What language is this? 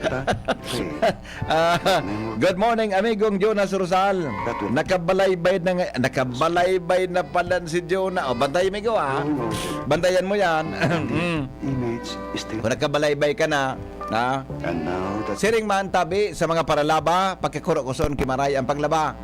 Bikol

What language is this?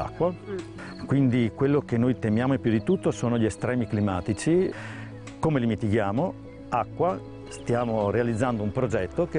Italian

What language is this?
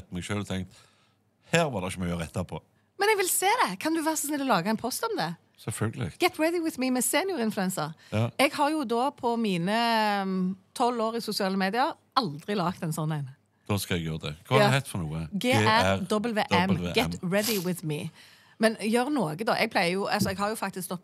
Norwegian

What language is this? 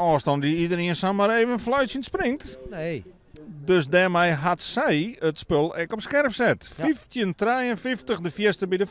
Western Frisian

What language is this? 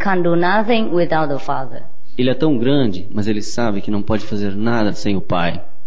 Portuguese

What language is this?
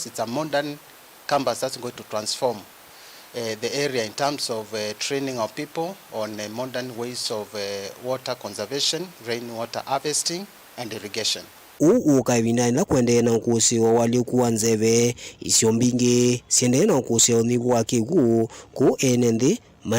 Kamba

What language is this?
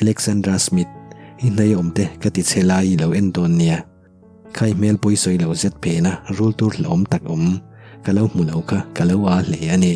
Mizo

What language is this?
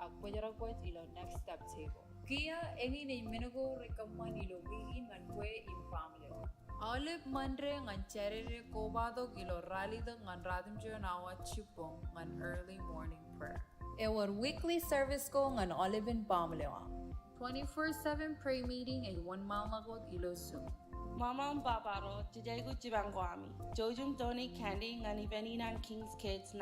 Marshallese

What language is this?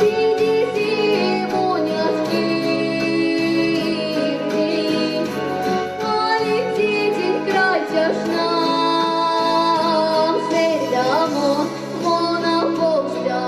Erzya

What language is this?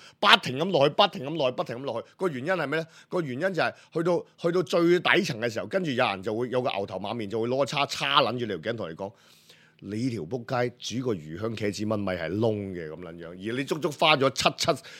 Cantonese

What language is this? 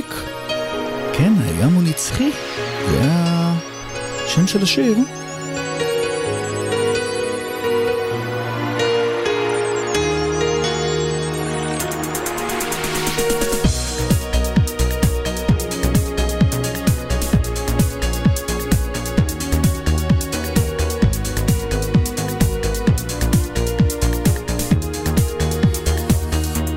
Hebrew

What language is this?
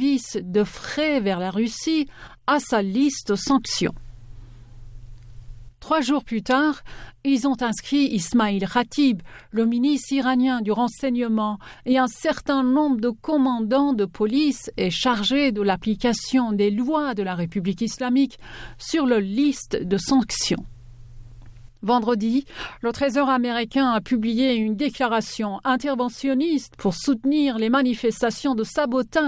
French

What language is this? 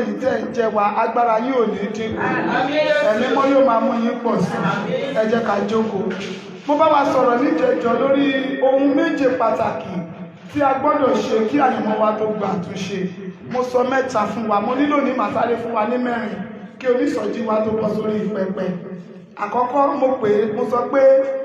Yoruba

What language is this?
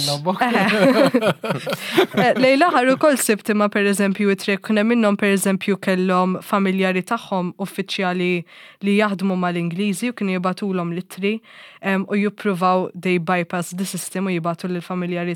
Maltese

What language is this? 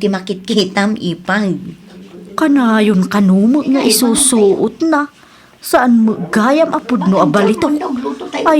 Iloko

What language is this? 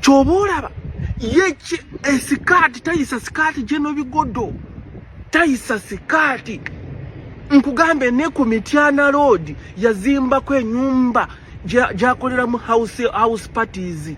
Ganda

